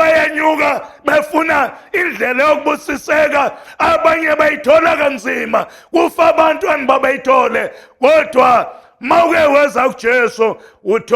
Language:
Zulu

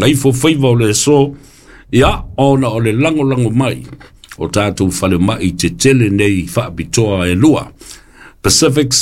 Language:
Samoan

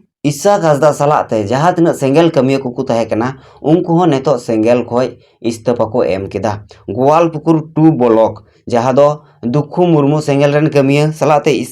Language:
Santali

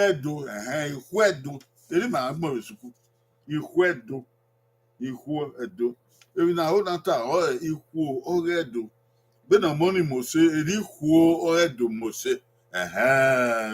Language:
Bini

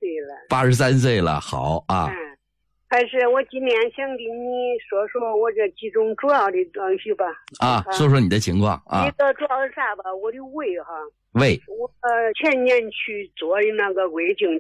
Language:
Chinese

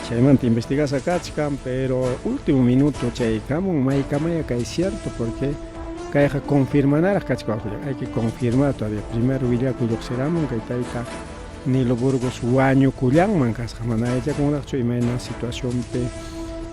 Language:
Ayacucho Quechua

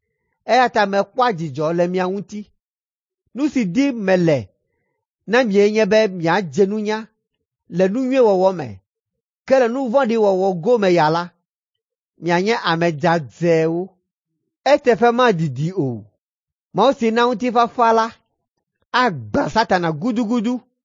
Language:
Ewe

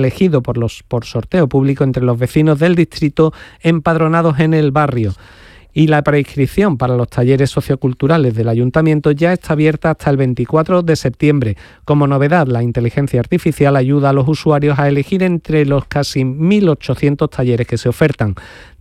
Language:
Spanish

